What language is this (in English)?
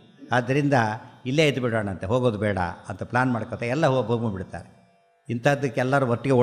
Kannada